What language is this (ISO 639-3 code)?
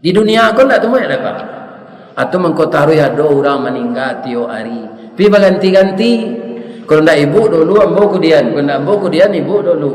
min